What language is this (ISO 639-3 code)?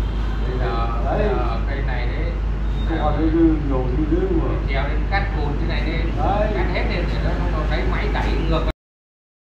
vie